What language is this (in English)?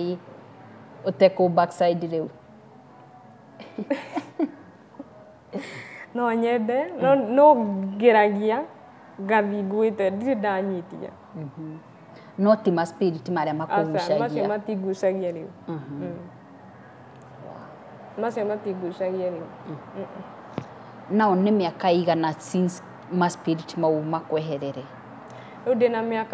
Kikuyu